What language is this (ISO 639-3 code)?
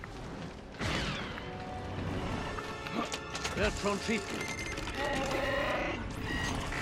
deu